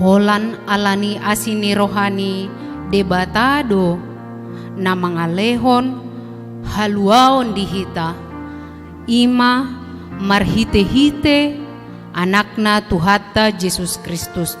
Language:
Batak Toba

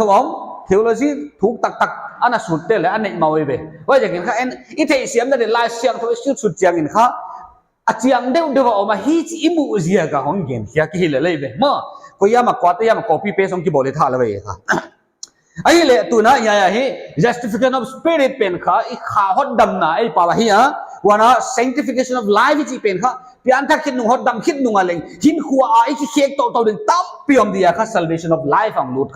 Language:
Paite Chin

